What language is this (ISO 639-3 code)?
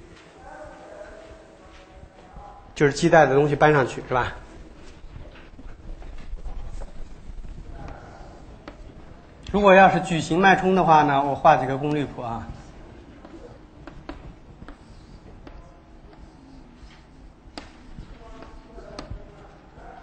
zho